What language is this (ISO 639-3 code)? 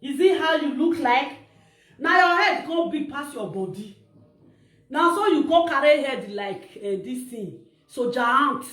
pcm